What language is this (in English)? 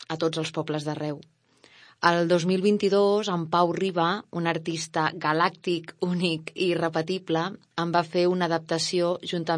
Catalan